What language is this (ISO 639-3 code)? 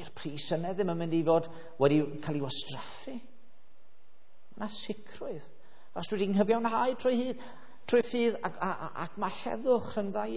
cym